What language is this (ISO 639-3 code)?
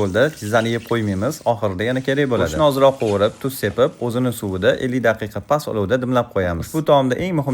uzb